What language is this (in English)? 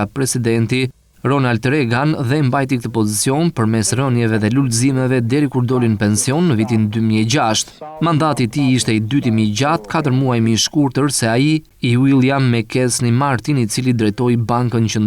Albanian